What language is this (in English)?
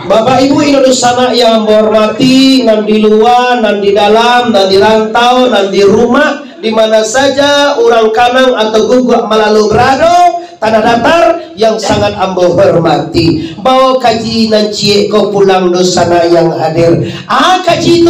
Minangkabau